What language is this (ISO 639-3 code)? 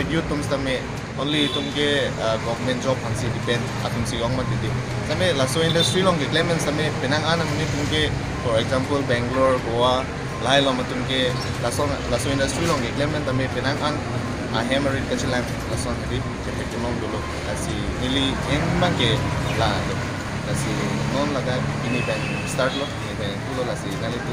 mjw